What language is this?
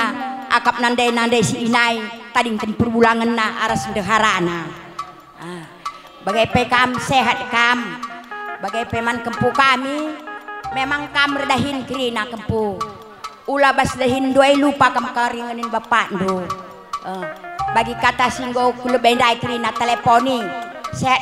Batak Karo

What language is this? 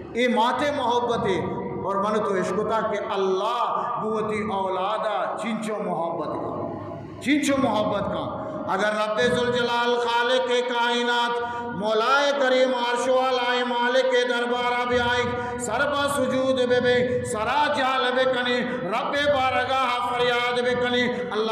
Eastern Balochi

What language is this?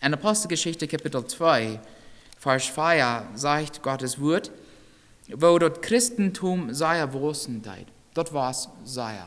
Plautdietsch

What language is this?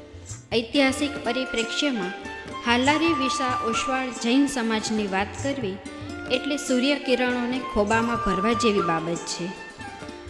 Gujarati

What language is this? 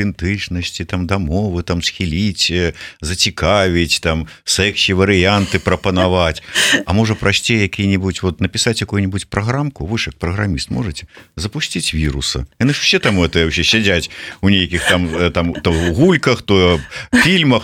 Belarusian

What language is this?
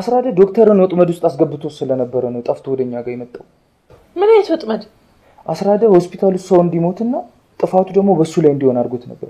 Amharic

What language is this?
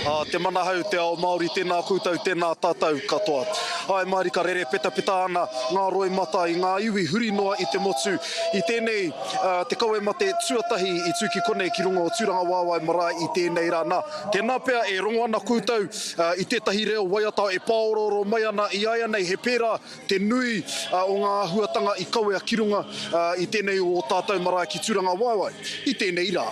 Māori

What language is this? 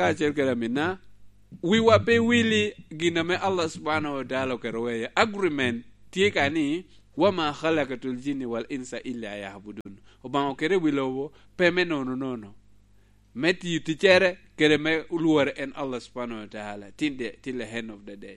Lango (Uganda)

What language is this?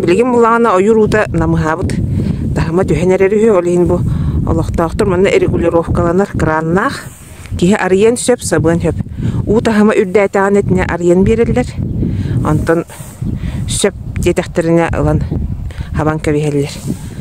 Yakut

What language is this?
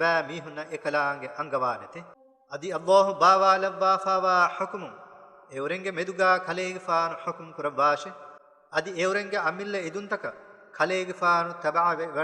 Divehi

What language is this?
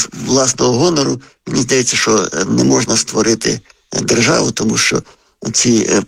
Ukrainian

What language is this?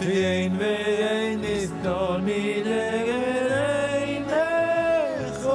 Yiddish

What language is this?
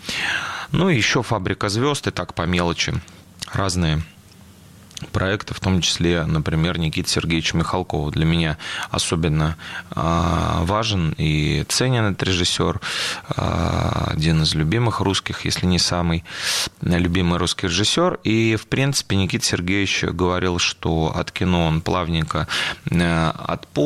Russian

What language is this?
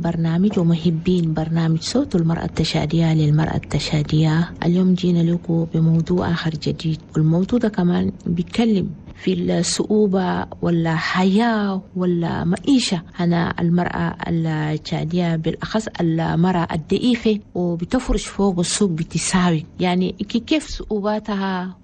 Chadian Arabic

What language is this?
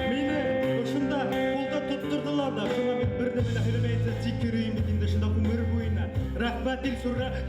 Bashkir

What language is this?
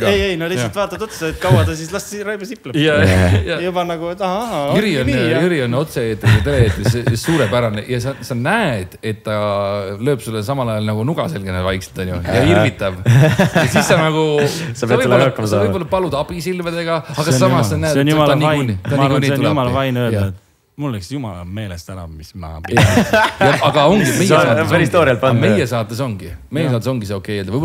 Estonian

